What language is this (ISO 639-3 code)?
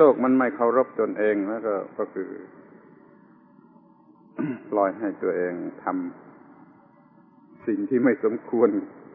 tha